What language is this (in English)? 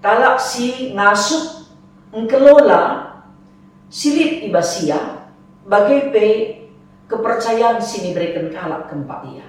Batak Karo